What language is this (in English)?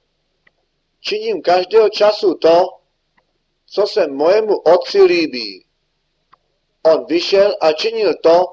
Czech